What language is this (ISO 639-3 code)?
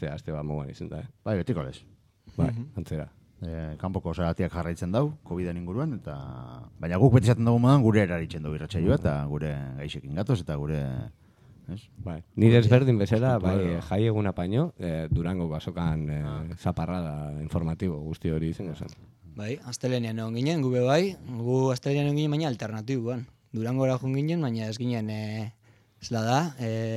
eus